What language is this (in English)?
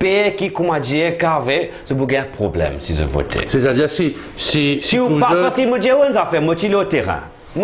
Morisyen